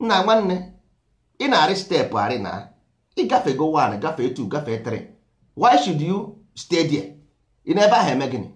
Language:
Igbo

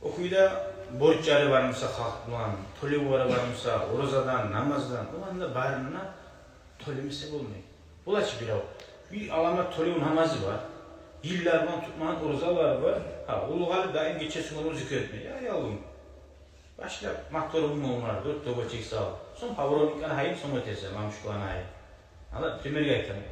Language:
Kumyk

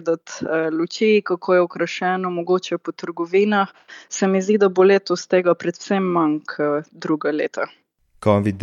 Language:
Slovenian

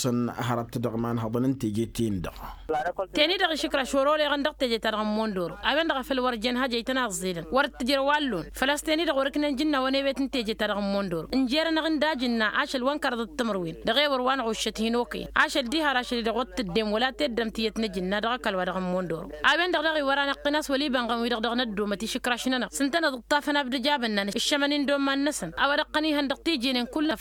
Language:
Tamasheq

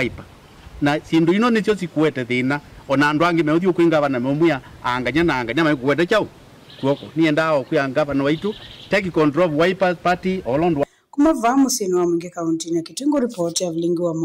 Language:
Kamba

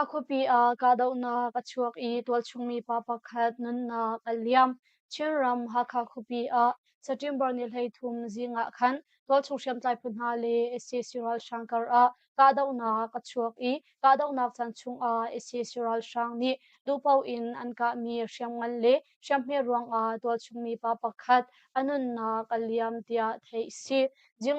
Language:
Hakha Chin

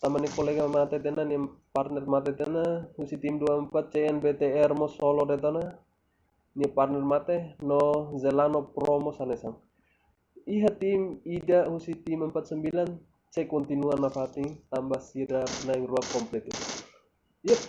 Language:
Tetum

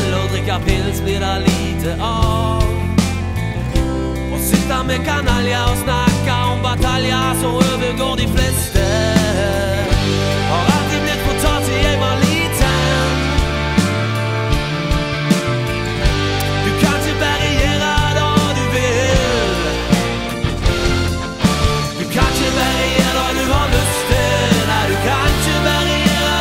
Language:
Norwegian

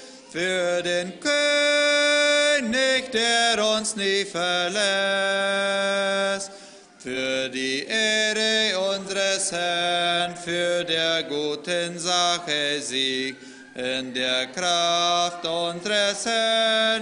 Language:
Plautdietsch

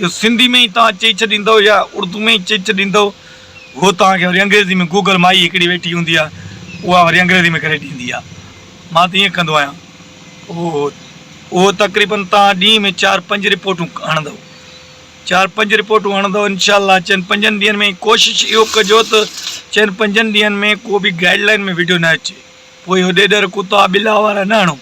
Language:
Sindhi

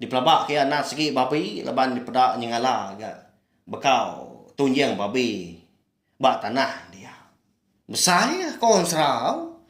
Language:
Iban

